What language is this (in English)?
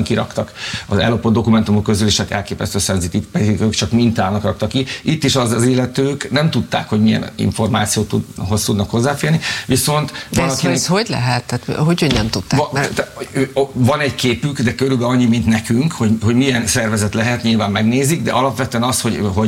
Hungarian